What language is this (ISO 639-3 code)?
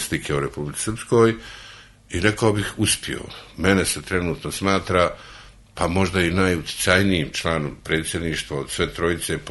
srp